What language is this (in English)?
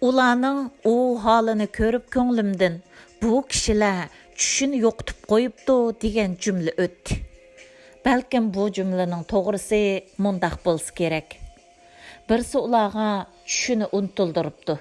Uyghur